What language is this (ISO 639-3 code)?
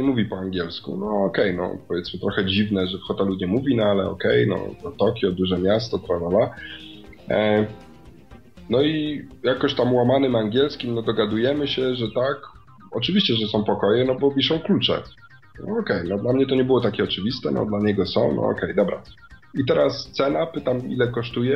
pol